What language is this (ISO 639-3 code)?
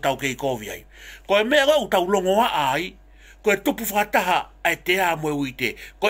ton